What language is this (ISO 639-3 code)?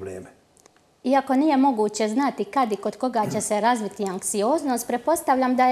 hrv